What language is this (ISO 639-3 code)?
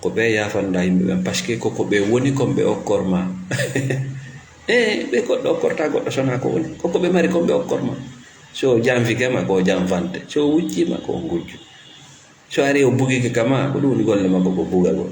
ful